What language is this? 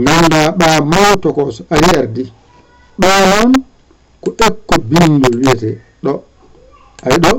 Fula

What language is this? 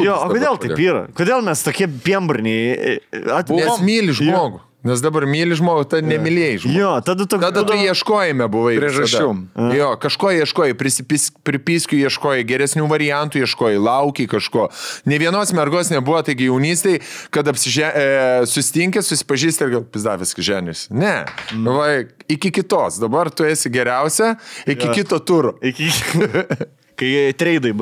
Lithuanian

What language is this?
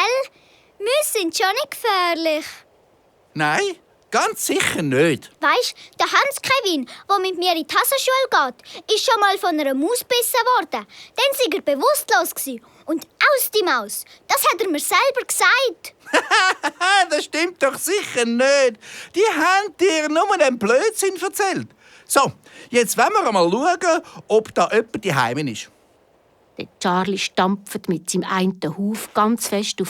Swiss German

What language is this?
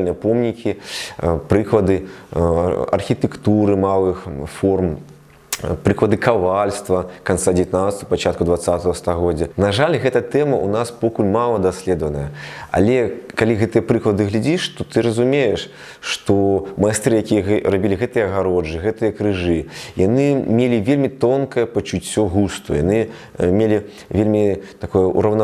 Belarusian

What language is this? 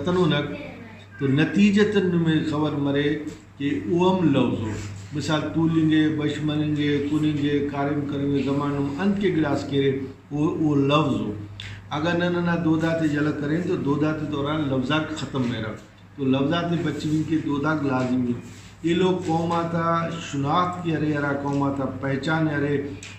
Brahui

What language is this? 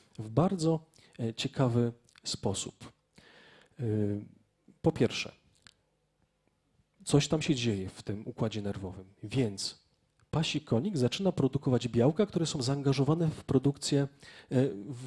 Polish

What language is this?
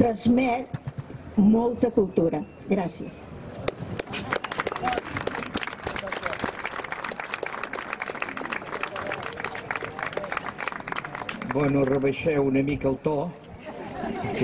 Catalan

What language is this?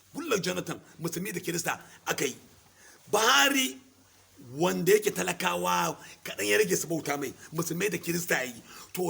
Hausa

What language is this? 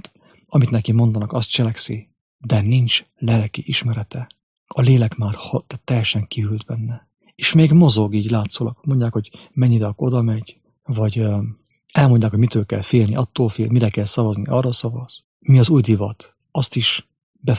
Hungarian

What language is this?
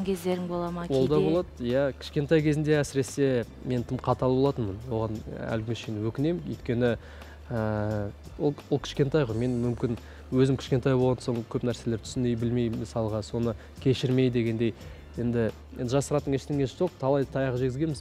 Kazakh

